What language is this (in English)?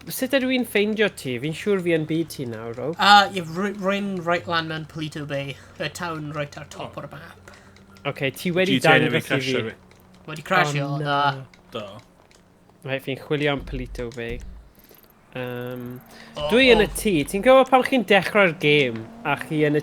Welsh